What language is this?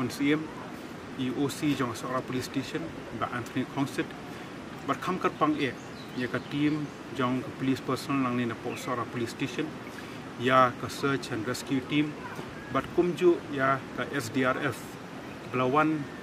Khasi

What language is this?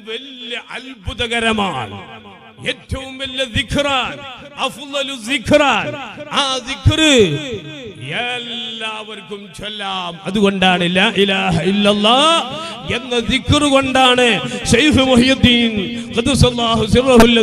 Malayalam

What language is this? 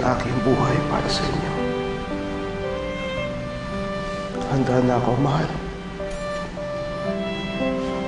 Filipino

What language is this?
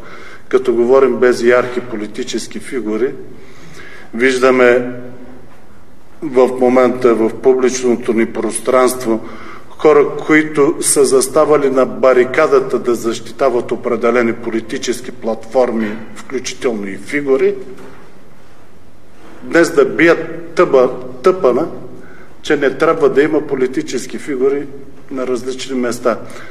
Bulgarian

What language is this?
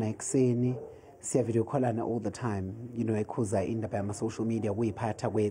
Zulu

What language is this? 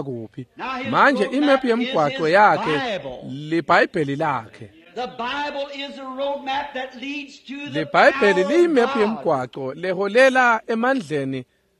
Swati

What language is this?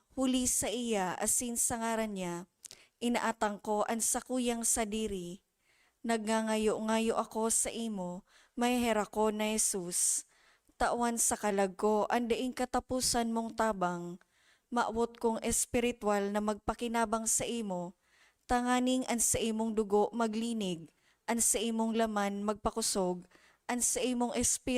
Bikol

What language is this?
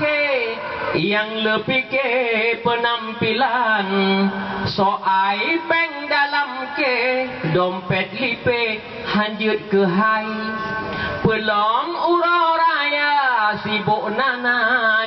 Achinese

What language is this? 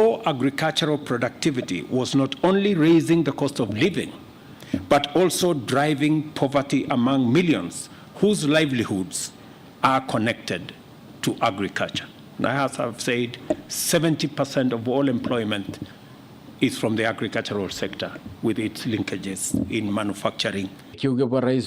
Meru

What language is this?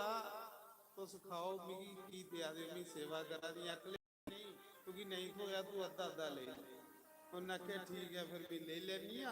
Dogri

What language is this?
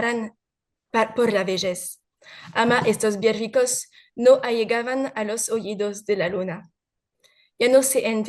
Ladino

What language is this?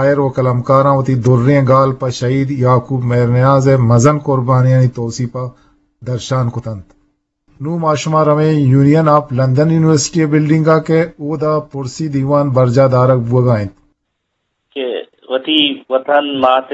Eastern Balochi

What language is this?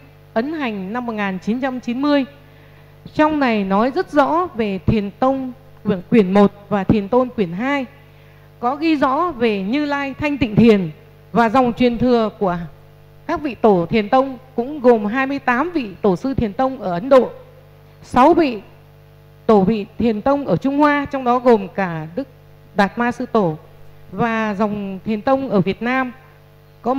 Vietnamese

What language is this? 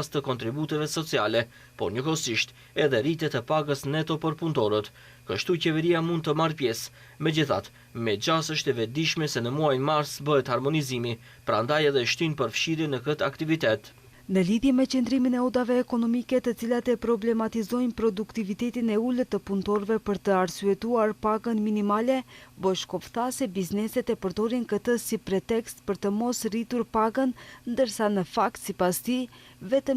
Albanian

